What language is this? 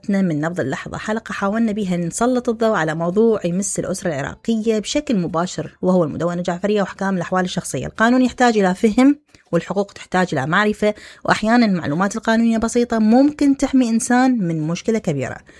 Mesopotamian Arabic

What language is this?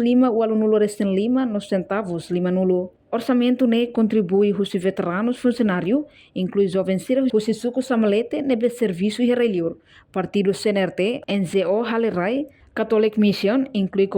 Tetum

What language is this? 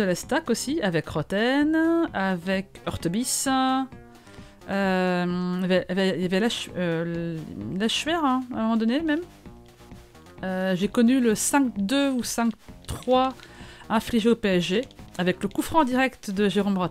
French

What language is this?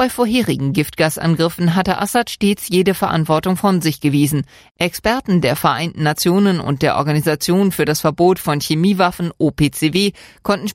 German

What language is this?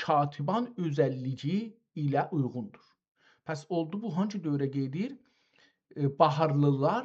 South Azerbaijani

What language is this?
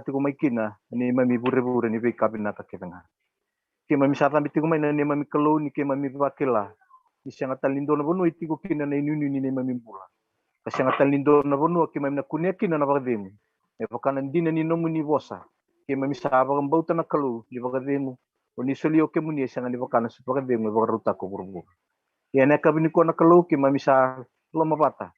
Fijian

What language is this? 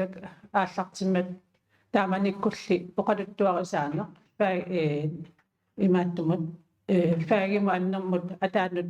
Kalaallisut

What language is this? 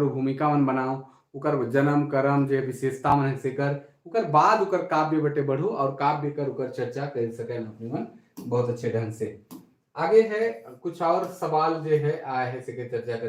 Sadri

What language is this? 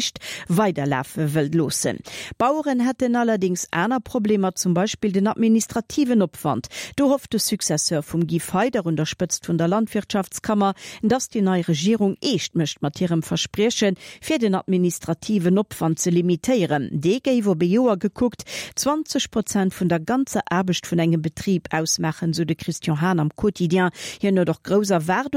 Luxembourgish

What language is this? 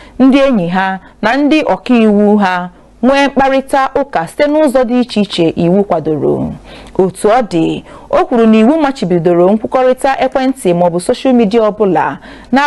Igbo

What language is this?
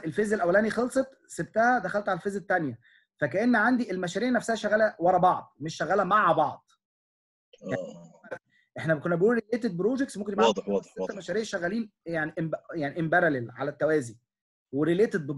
Egyptian Arabic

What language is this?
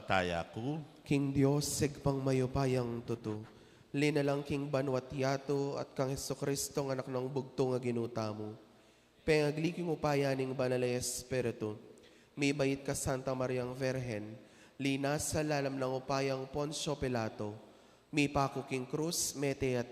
Pampanga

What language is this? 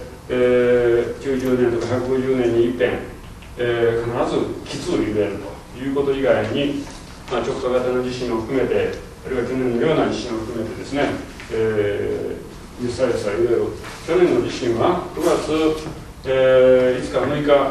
Japanese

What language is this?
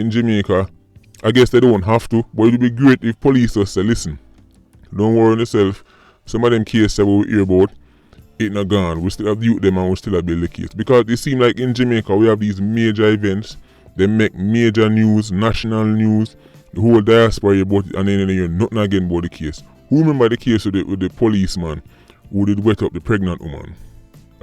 Jamaican Creole English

